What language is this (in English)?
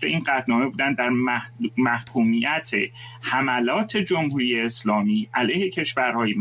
Persian